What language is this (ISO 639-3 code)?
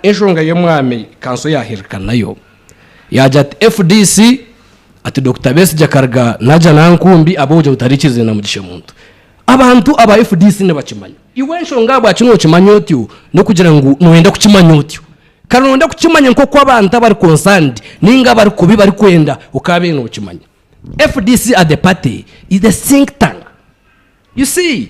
nyn